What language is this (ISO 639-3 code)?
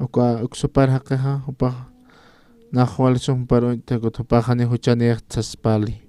aym